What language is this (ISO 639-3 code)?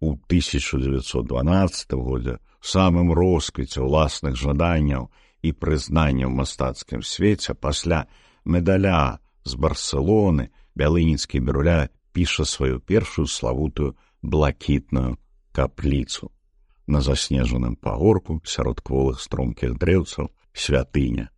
bel